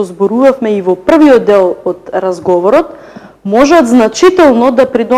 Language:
Macedonian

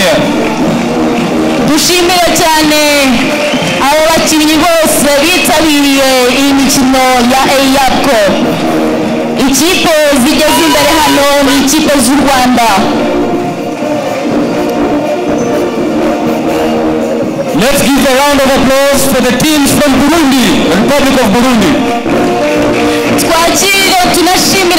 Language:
Kinyarwanda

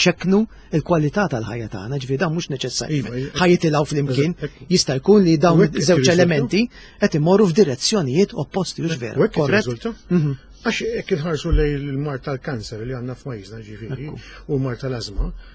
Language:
Maltese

